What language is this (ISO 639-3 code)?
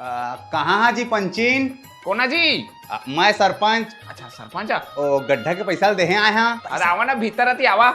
hne